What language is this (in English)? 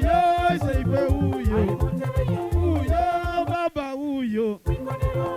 Soga